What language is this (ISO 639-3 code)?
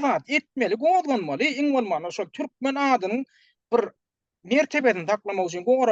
tuk